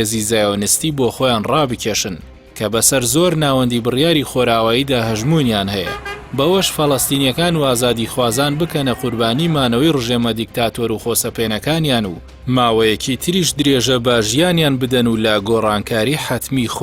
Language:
Central Kurdish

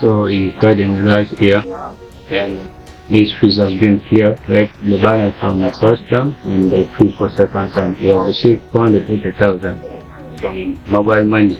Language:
Acoli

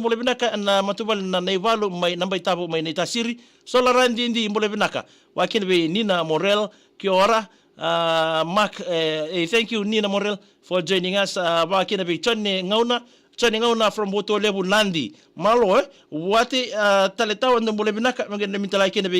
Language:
Fijian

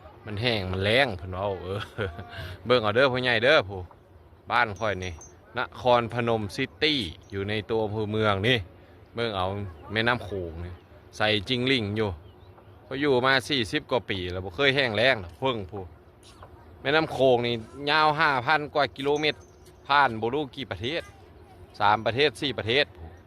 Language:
Lao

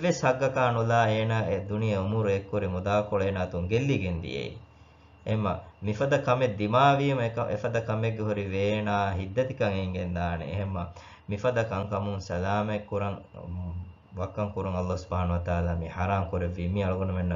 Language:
Divehi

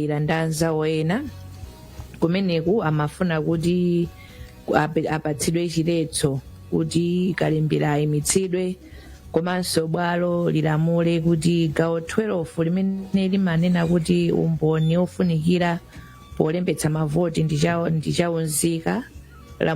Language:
Nyanja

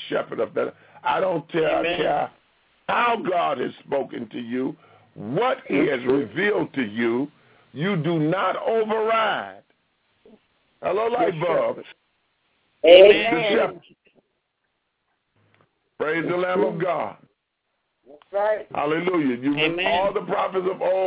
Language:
English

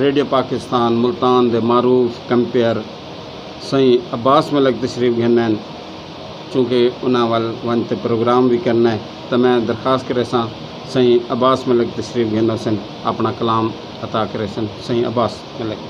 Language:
Saraiki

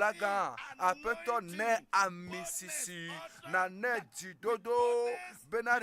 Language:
Ewe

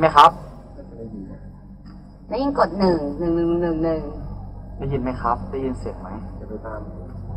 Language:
Thai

